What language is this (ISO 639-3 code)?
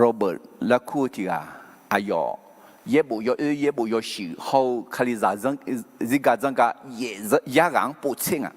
ahk